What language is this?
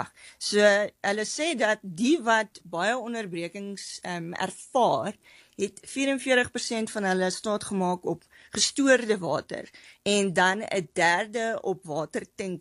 Afrikaans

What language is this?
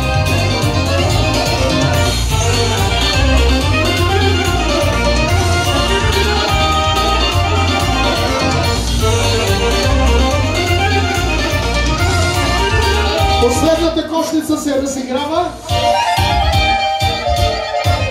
Bulgarian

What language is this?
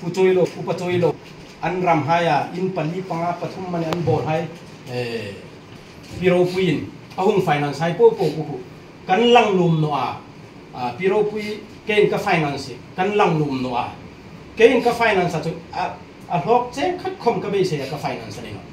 Hmar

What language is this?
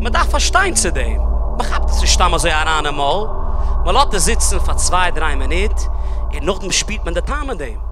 Yiddish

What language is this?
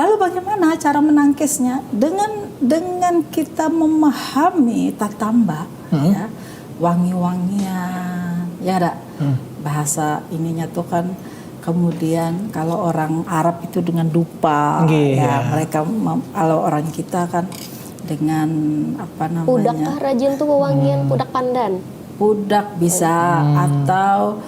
Banjar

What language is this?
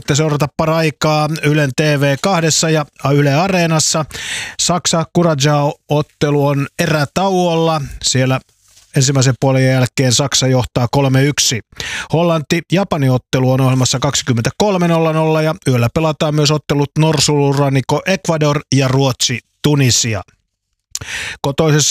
Finnish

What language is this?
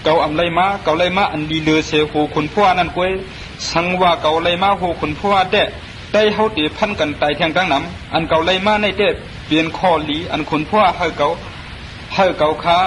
Shan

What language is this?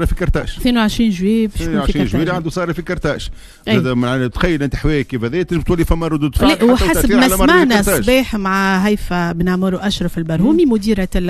Tunisian Arabic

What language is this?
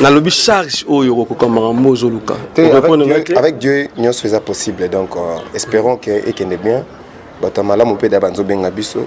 Lingala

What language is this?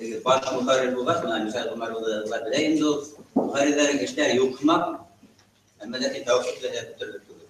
Bashkir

